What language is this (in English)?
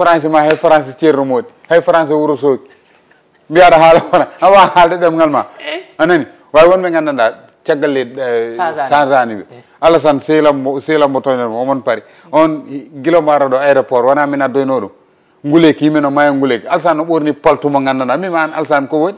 Fula